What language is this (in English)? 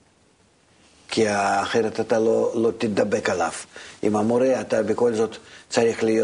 Hebrew